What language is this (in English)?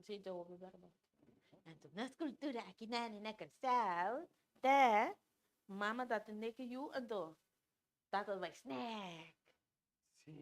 Papiamento